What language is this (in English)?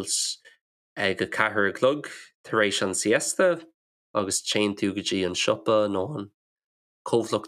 Irish